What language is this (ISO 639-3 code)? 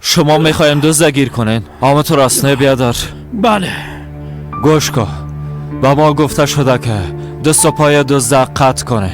fas